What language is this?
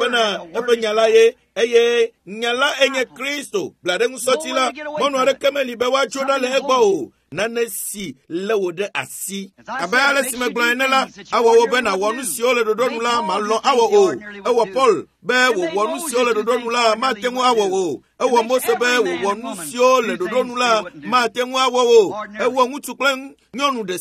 Ewe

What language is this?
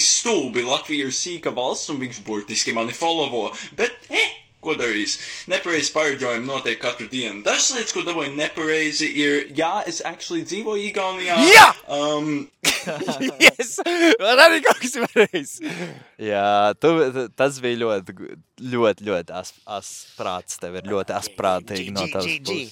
Latvian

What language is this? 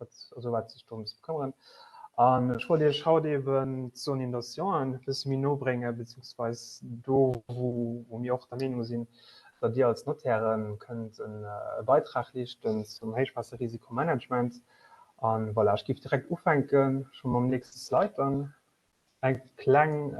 Luxembourgish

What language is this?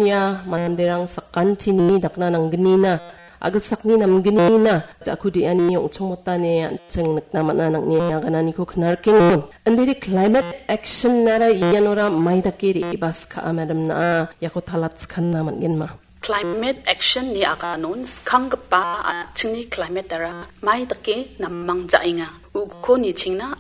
Garo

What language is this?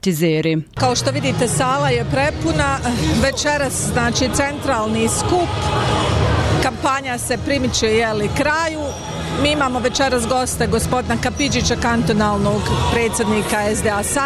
Bosnian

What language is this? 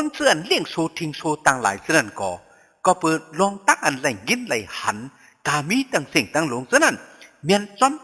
Shan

